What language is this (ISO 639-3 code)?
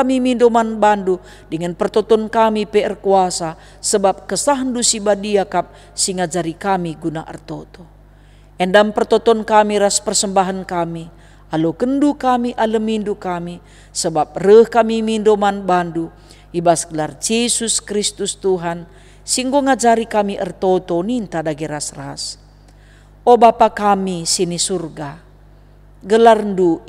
btx